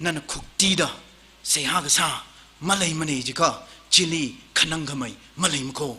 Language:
Tangkhul Naga (India)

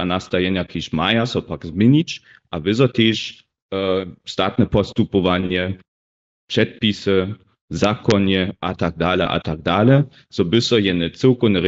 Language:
Upper Sorbian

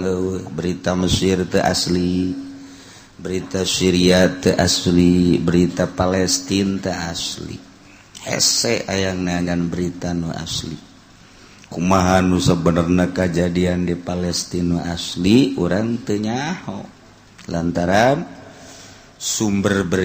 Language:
Sundanese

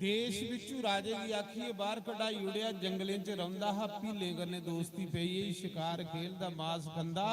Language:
Dogri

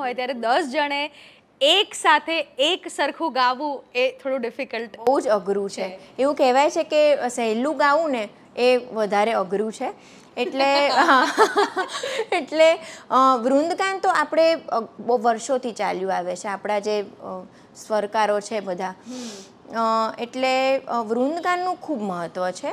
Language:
Gujarati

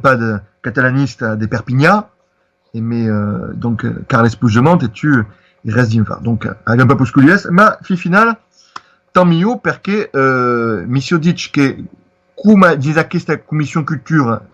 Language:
Occitan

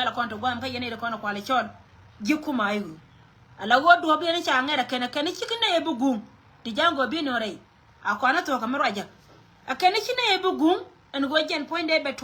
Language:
Nuer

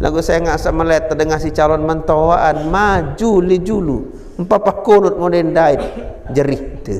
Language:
Sasak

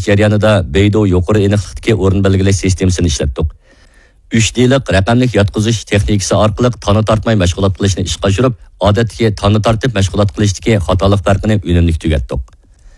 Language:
Uyghur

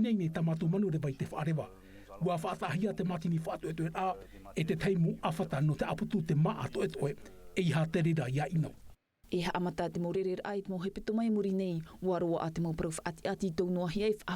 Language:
Tahitian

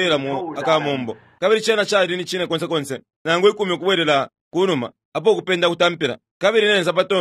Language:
Bemba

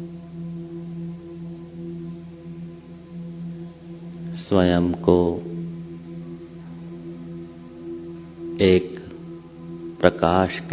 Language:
Hindi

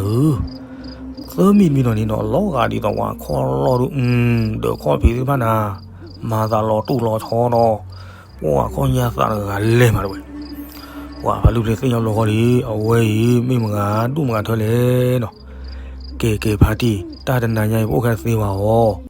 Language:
S'gaw Karen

